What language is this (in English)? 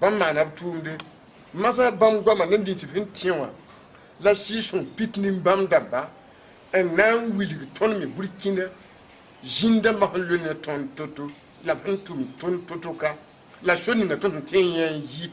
Mossi